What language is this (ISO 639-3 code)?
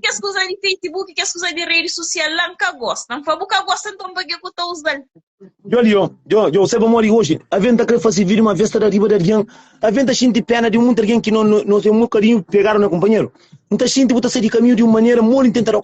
kea